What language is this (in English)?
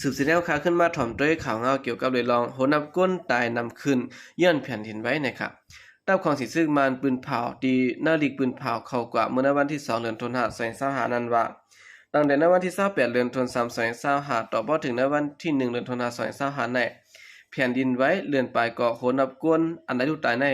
Shan